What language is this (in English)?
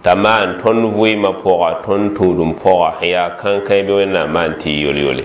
Mossi